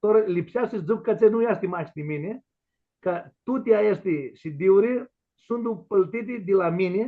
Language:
Aromanian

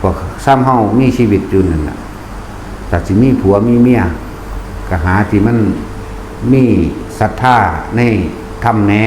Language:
Northeastern Thai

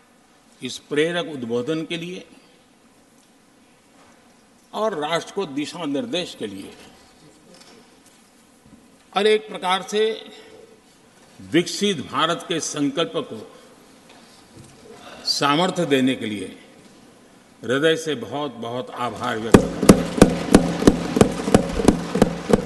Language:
Hindi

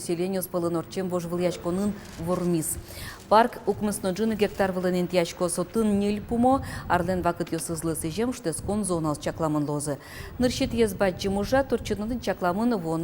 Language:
Udmurt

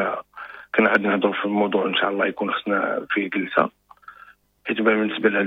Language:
Moroccan Arabic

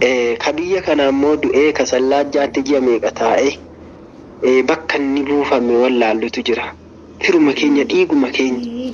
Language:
Oromo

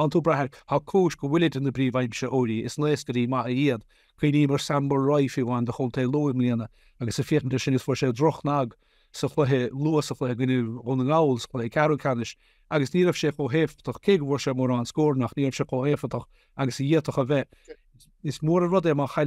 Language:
Irish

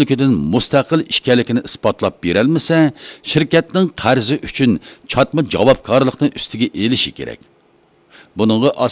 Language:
Uyghur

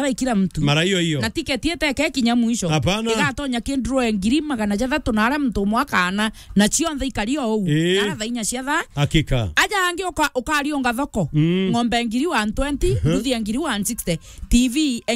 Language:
Meru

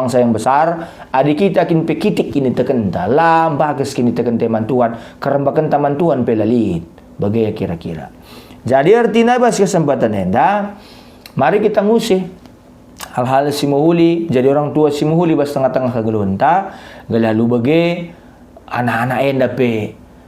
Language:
Batak Karo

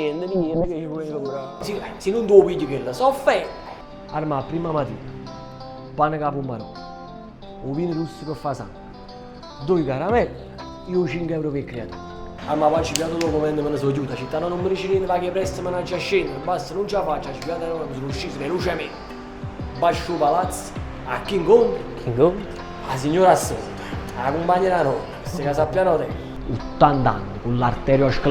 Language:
Neapolitan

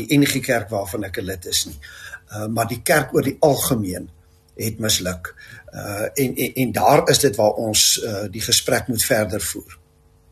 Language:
Afrikaans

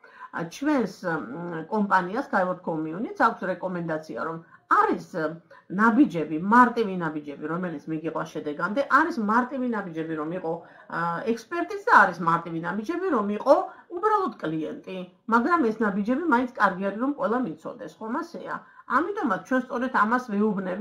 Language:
Georgian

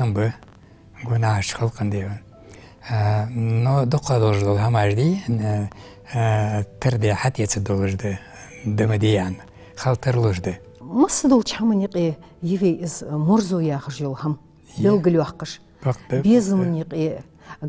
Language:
Ingush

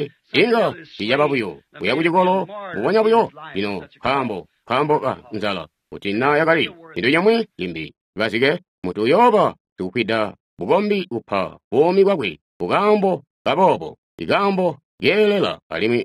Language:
Tonga (Zambia)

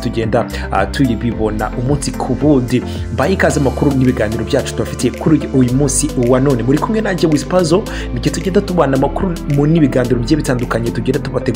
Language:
Kinyarwanda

